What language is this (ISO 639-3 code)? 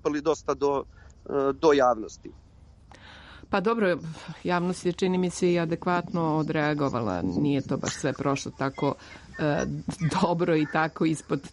srp